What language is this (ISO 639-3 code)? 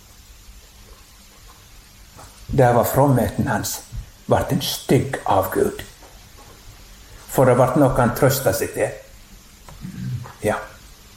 nor